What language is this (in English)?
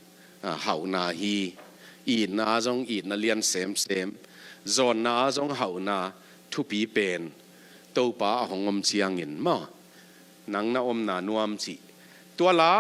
Tedim Chin